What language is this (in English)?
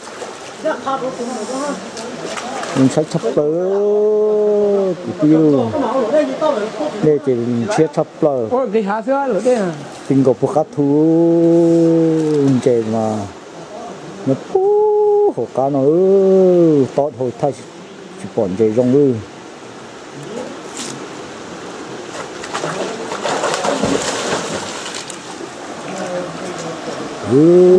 Vietnamese